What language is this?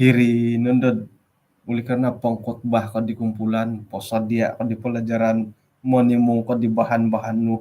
Central Dusun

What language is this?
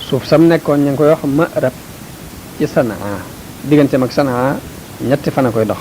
Wolof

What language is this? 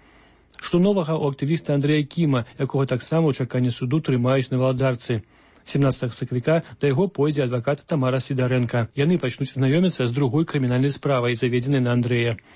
Belarusian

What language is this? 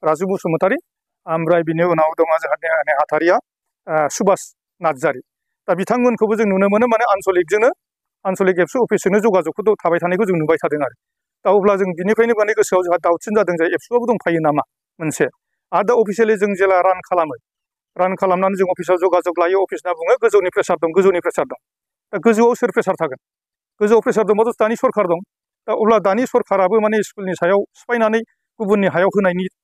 Bodo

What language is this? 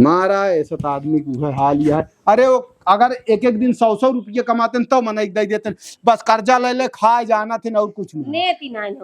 Awadhi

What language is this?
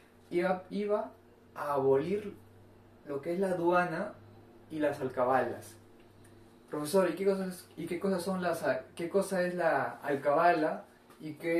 Spanish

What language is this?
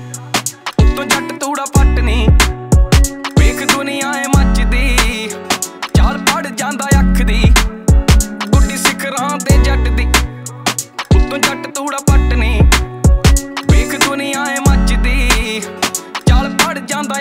Punjabi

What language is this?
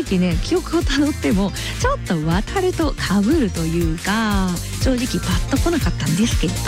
Japanese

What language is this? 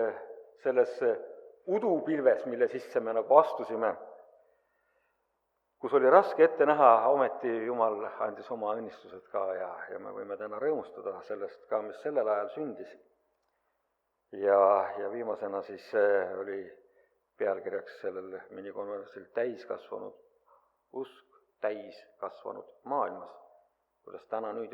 Estonian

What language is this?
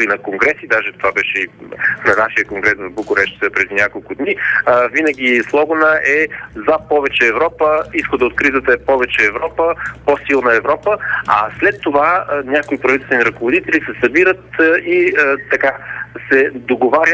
Bulgarian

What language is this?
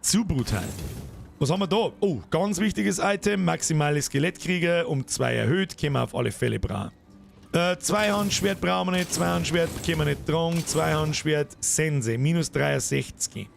Bavarian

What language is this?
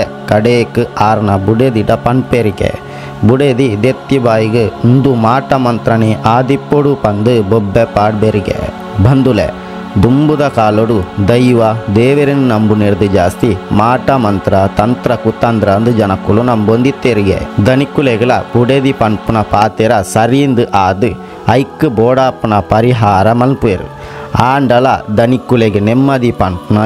Tulu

